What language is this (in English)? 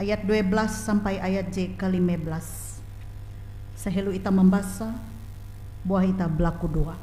Ngaju